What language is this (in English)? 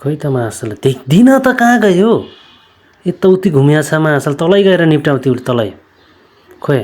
Nepali